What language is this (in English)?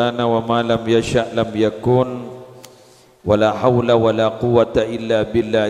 Madurese